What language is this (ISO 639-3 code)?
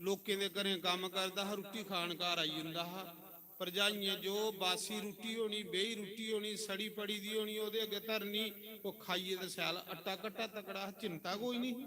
doi